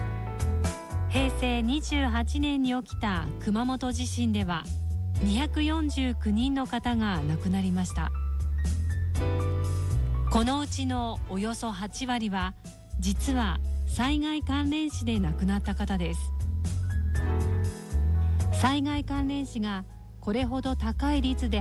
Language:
Japanese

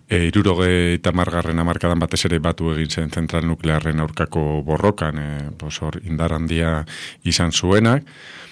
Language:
Basque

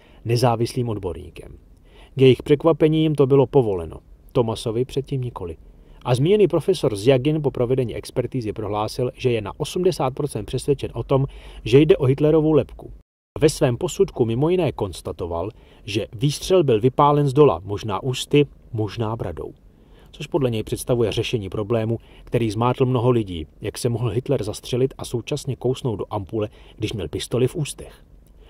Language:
Czech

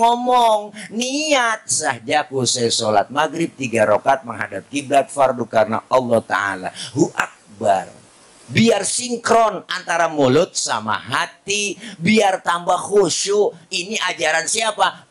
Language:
Betawi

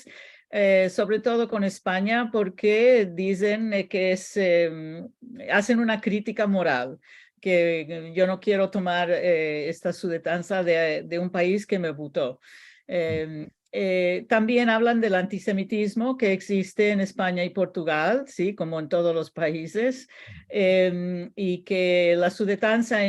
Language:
Ladino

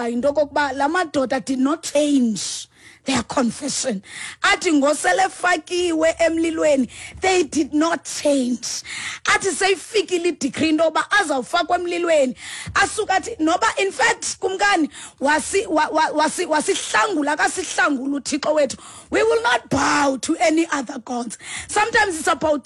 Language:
Xhosa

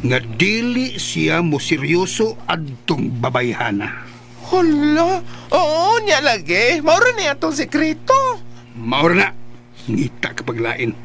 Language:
Cebuano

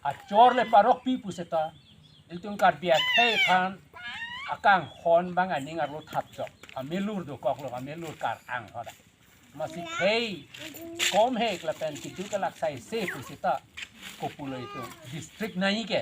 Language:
Karbi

